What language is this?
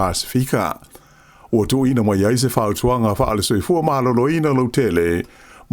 Samoan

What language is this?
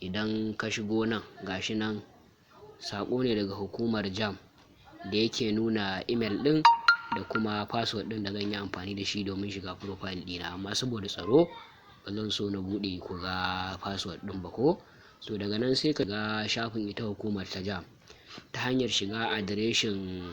Hausa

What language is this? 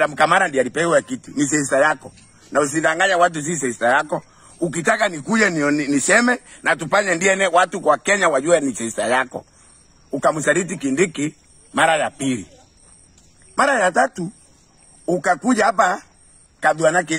Swahili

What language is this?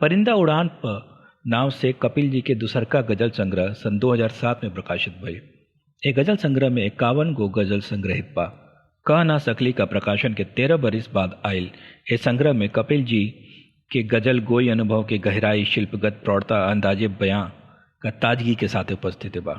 Bhojpuri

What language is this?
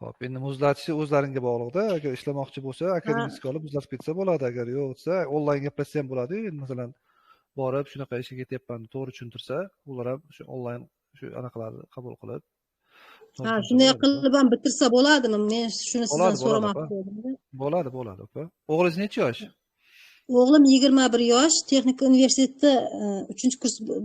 Uzbek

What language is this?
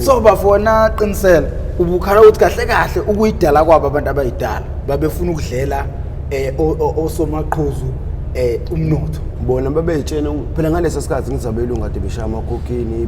Zulu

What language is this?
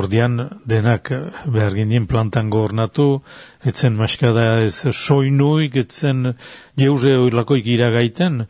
Basque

